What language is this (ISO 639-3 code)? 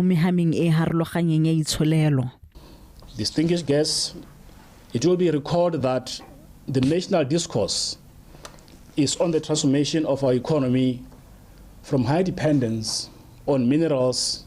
tsn